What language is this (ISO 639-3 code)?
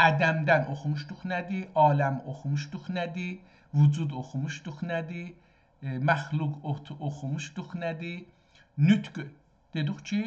azb